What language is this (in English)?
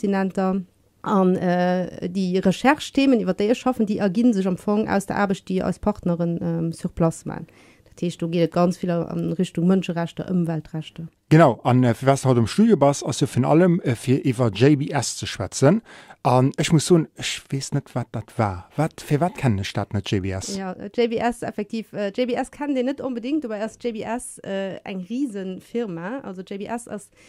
Luxembourgish